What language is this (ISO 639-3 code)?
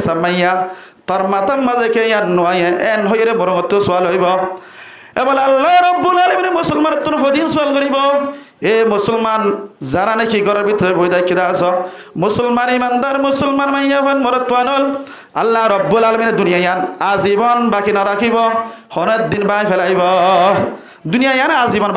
rhg